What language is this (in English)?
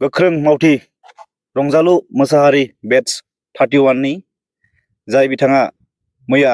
Bodo